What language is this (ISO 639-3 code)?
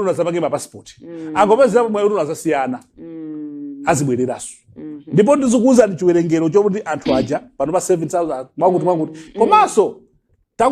nya